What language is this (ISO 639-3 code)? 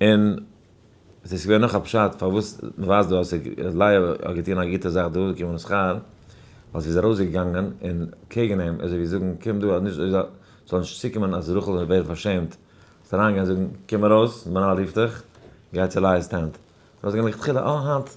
yid